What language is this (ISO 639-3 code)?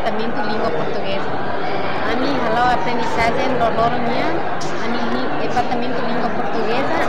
tet